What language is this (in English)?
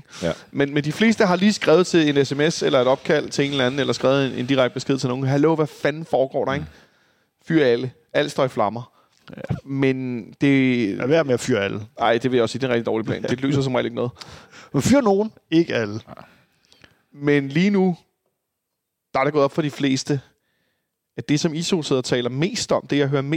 Danish